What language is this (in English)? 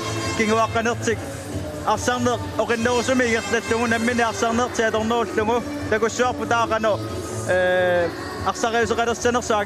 Kalaallisut